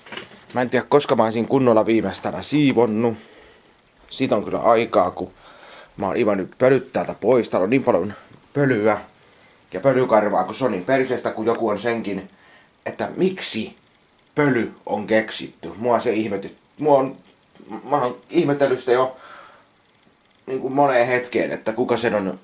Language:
Finnish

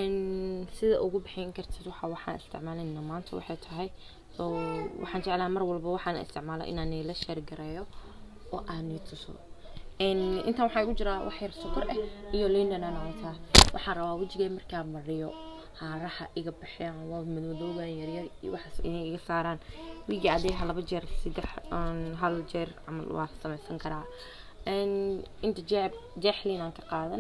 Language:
Somali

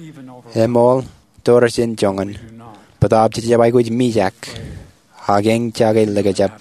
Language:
Marshallese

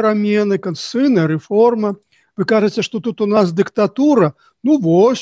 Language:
Belarusian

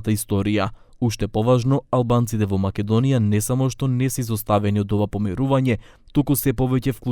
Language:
Macedonian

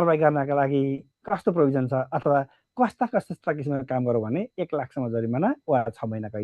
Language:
Nepali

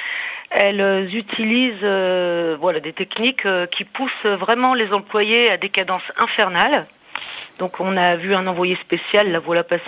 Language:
French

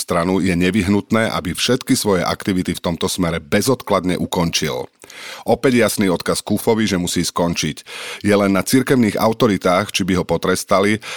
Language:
Slovak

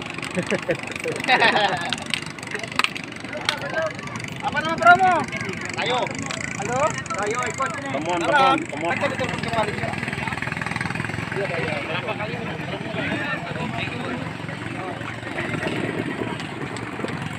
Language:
Indonesian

